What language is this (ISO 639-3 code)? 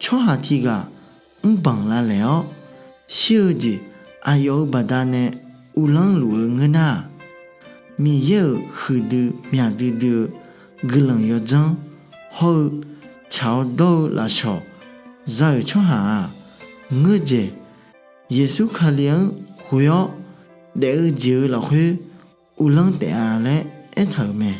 ahk